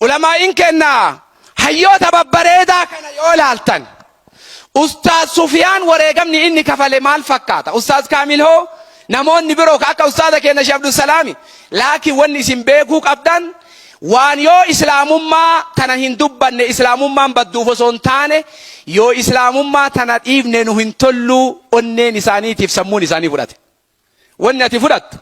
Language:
Oromo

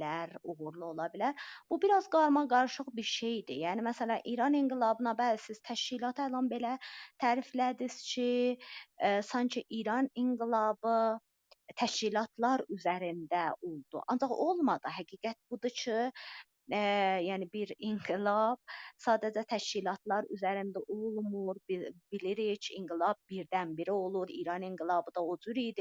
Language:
South Azerbaijani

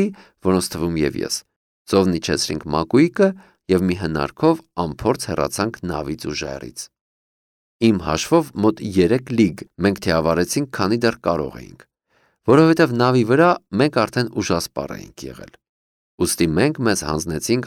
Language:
Armenian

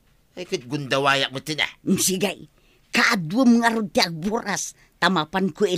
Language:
Iloko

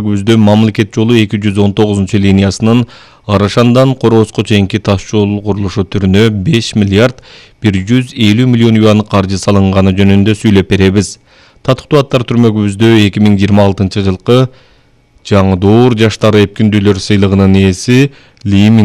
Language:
Kyrgyz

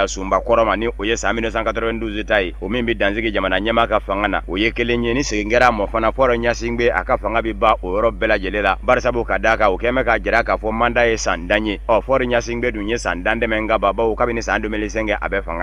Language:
Bambara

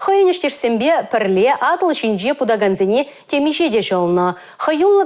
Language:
Chuvash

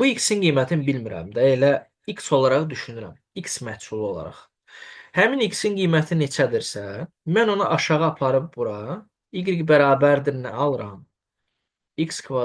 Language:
Azerbaijani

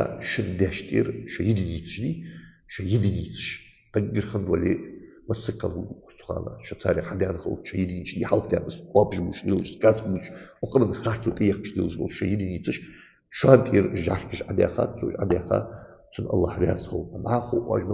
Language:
Ingush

